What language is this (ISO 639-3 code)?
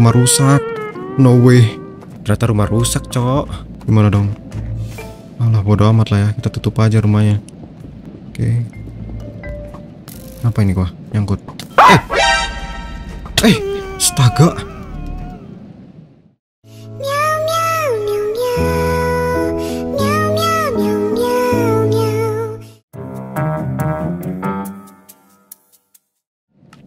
ind